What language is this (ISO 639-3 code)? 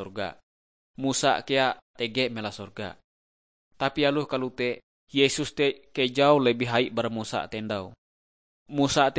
nij